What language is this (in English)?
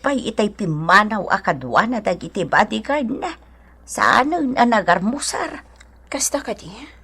Iloko